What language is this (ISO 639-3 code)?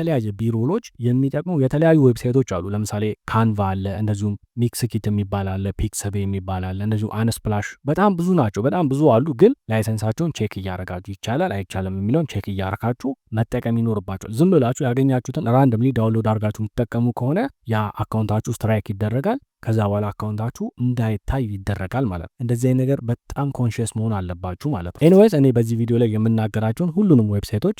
amh